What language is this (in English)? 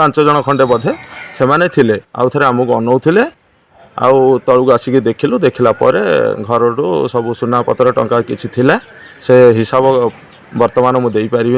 Odia